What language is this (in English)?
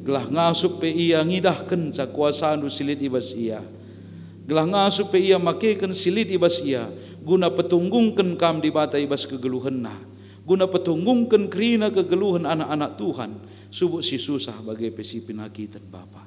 Batak Karo